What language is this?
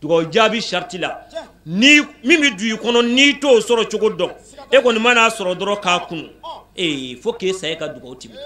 Bambara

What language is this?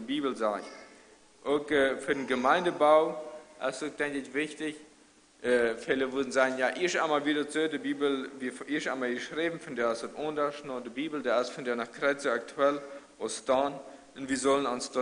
Plautdietsch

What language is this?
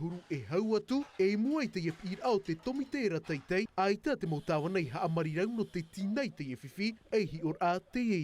Tahitian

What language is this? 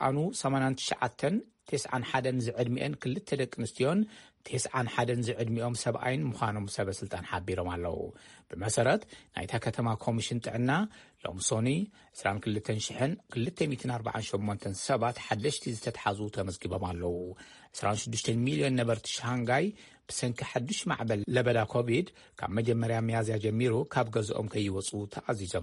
Tigrinya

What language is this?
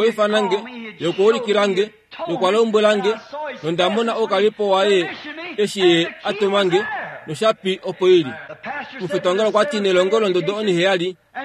Kuanyama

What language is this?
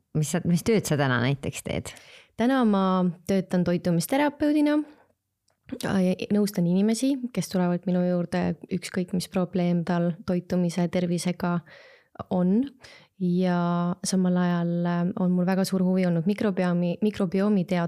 Estonian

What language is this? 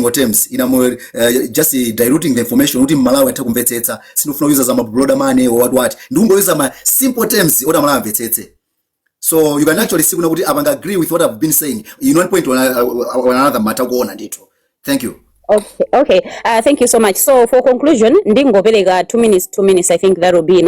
Nyanja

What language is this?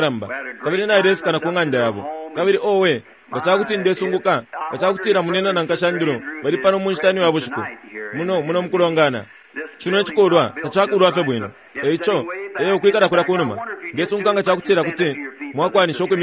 Bemba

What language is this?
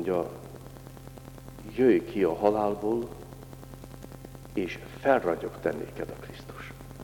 Hungarian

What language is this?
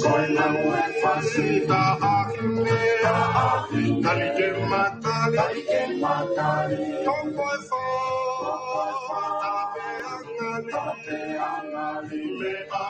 Tongan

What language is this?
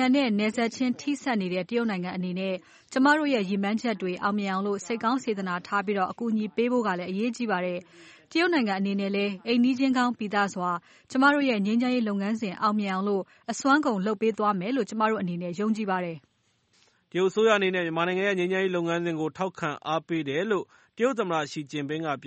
Burmese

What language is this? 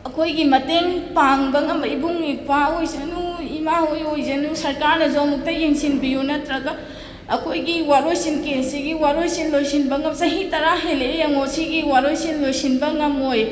Manipuri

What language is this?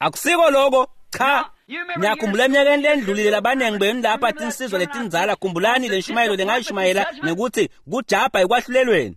Swati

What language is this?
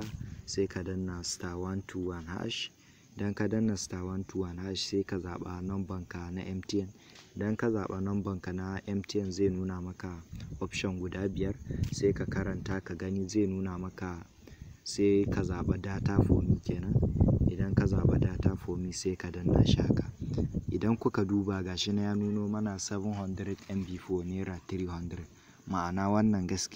Hausa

